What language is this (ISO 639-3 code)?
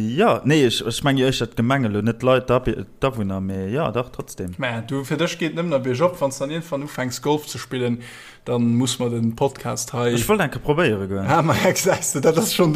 ltz